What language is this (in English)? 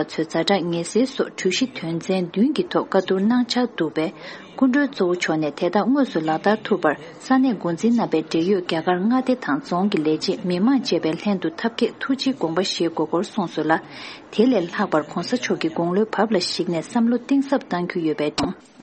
Tibetan